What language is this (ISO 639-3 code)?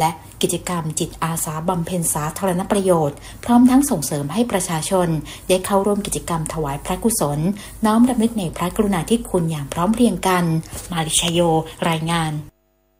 tha